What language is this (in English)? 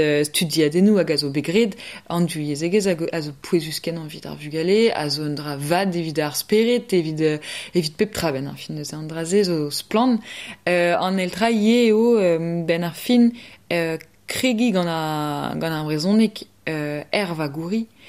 Breton